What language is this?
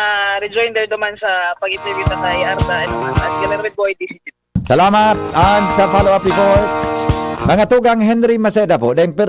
Bikol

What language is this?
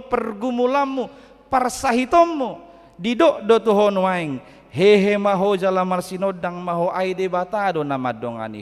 Batak Toba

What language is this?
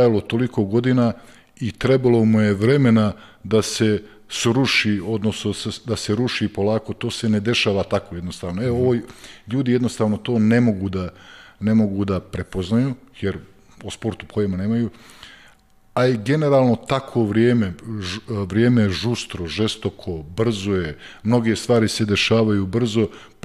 Serbian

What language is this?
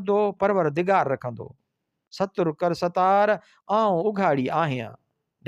Sindhi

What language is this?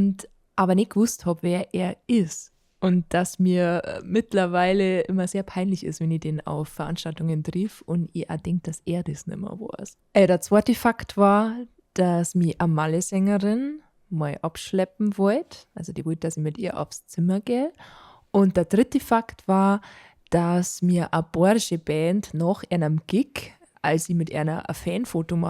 Bavarian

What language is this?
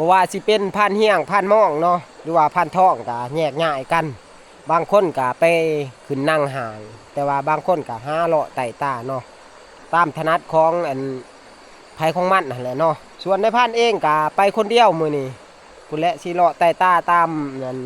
Northeastern Thai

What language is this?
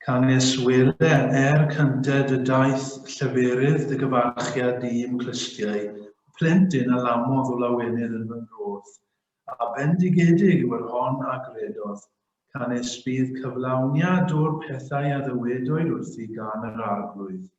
Welsh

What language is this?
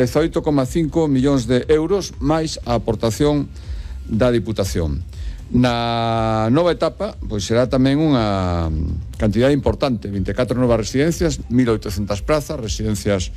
Galician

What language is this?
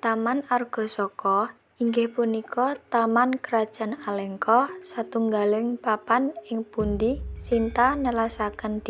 Javanese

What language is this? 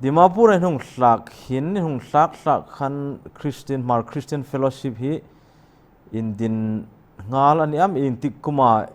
Hmar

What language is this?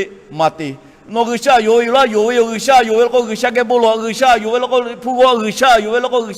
Lahu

